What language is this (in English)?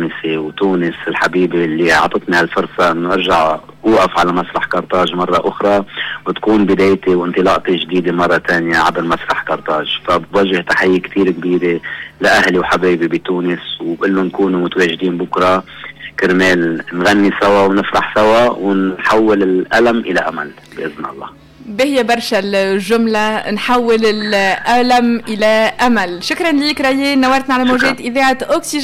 Tunisian Arabic